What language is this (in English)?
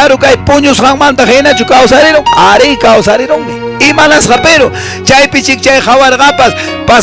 Quechua